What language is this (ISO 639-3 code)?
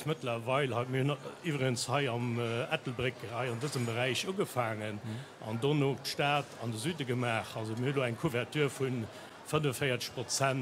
ltz